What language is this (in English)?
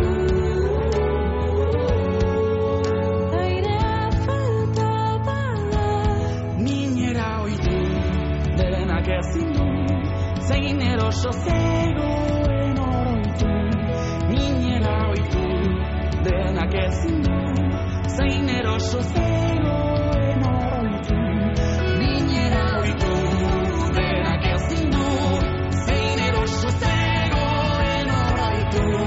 Basque